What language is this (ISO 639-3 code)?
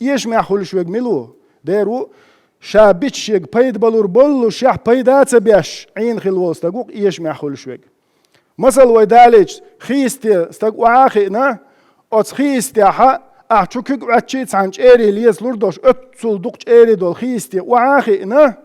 che